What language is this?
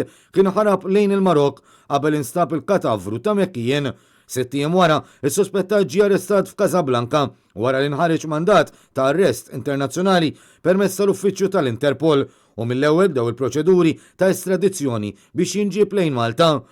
Maltese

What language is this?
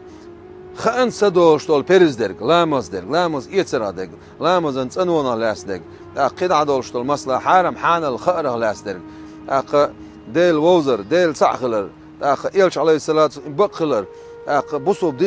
Chechen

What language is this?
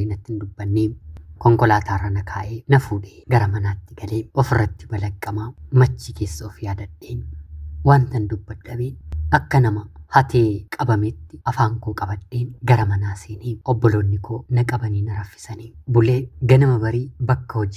Oromo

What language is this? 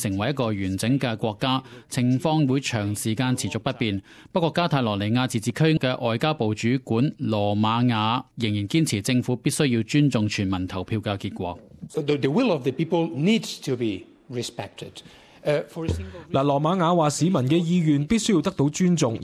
Cantonese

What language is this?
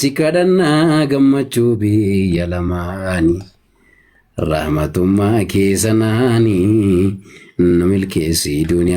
Oromo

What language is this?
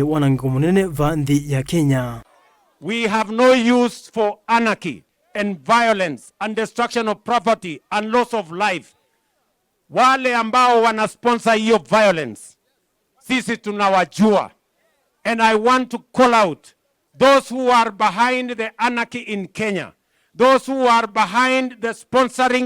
Kamba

